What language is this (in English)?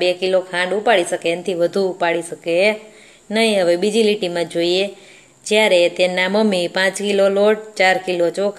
Gujarati